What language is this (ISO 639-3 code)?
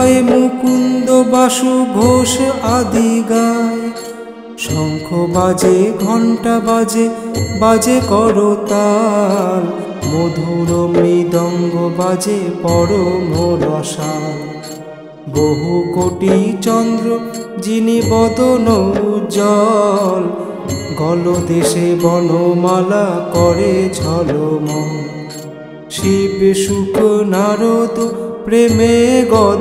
ben